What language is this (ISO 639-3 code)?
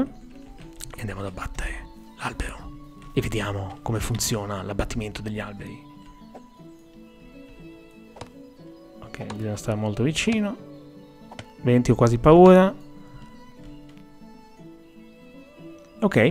ita